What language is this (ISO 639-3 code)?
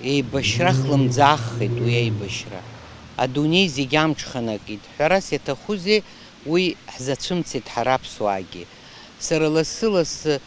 abk